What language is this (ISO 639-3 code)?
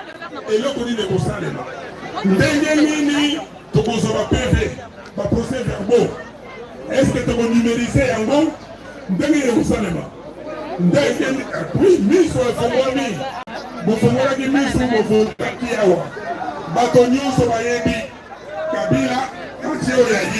lin